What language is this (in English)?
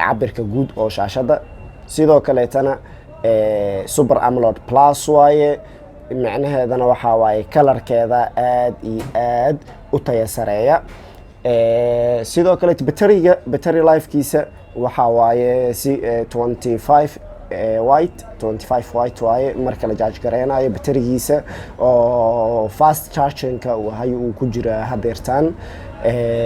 Somali